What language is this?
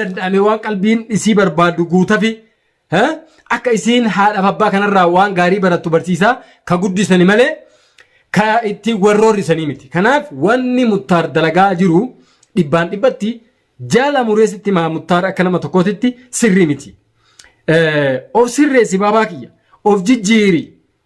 Oromo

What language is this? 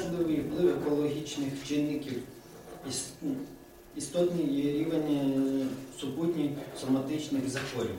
Ukrainian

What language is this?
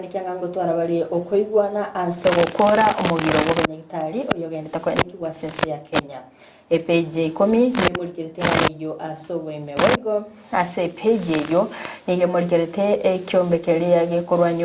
Gusii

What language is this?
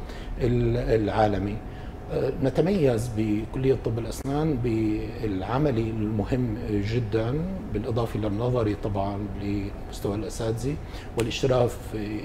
North Levantine Arabic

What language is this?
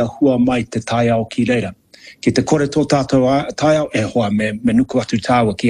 Māori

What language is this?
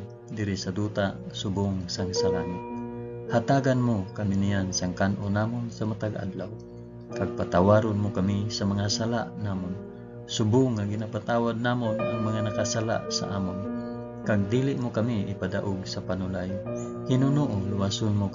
Hiligaynon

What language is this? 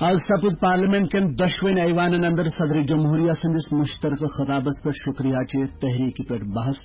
Kashmiri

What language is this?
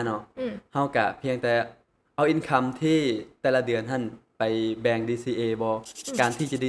Lao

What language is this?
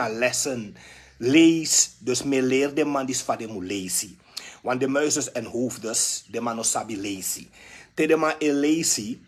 Sranan Tongo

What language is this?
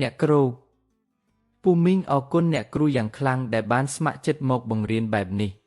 Khmer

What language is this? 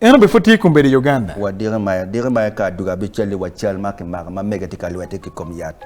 Acoli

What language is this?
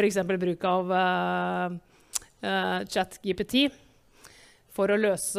Norwegian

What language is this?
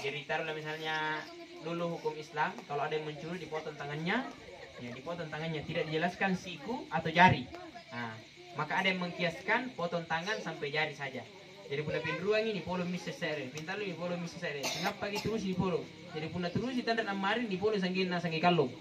Makasar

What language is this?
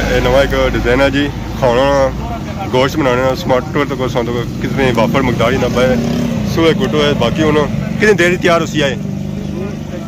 Pahari-Potwari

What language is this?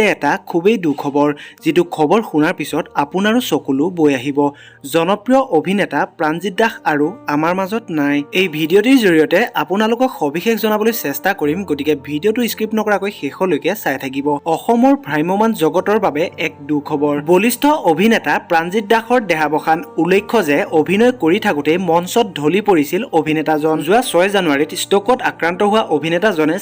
Assamese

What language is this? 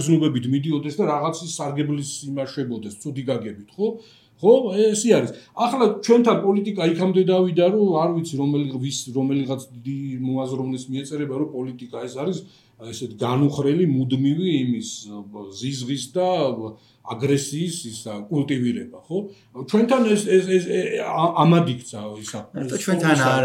Georgian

